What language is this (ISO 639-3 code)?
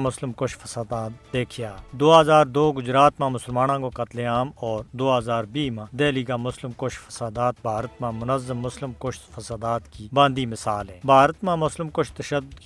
gju